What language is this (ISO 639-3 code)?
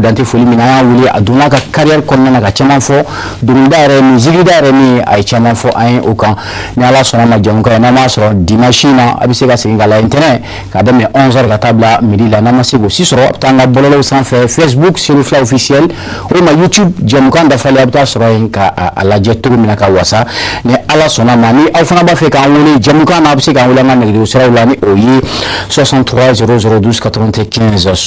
bam